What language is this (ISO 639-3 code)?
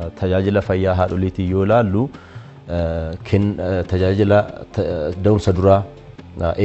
orm